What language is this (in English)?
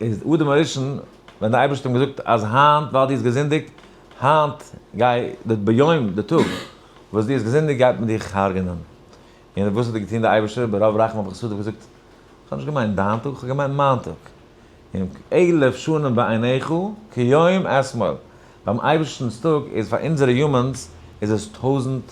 Yiddish